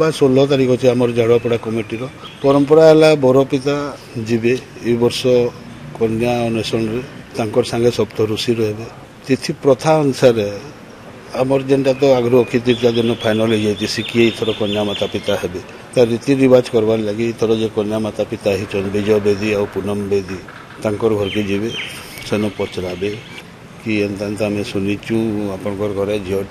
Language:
Odia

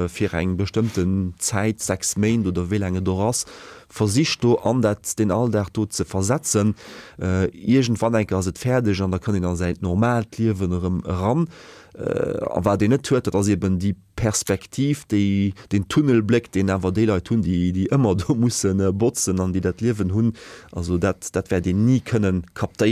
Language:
Luxembourgish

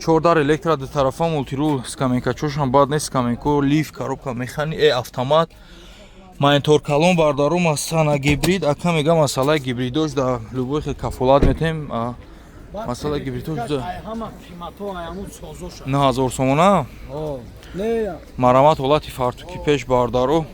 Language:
Tajik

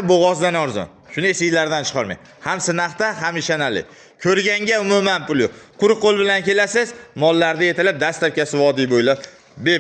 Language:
Uzbek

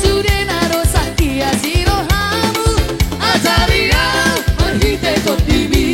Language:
Batak Toba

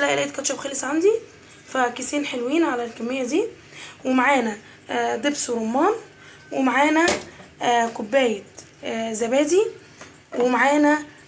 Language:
Egyptian Arabic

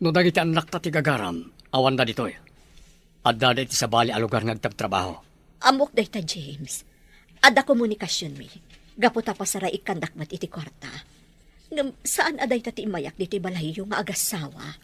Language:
Iloko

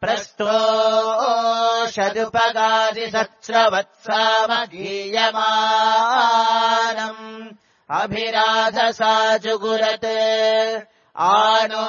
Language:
Sanskrit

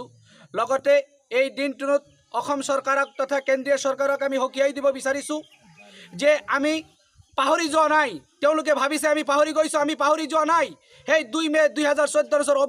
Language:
Assamese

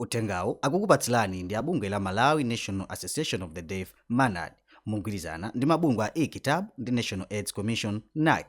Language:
Nyanja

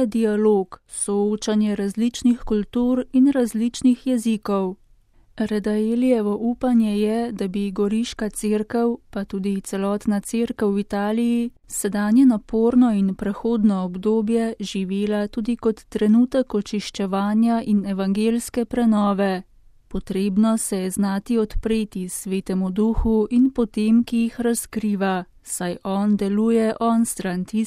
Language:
Slovenian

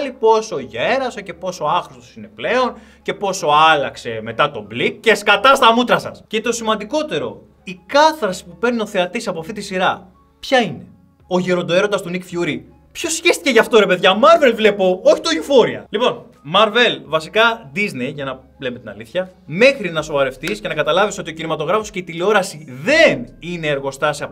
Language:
Greek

